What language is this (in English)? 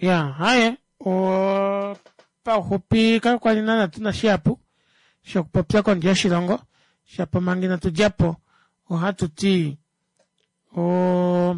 Kuanyama